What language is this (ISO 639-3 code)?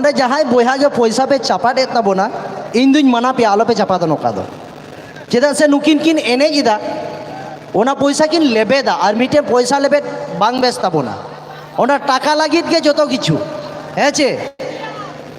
sat